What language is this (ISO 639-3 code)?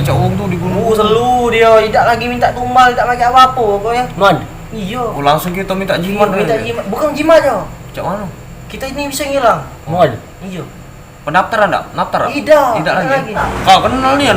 mui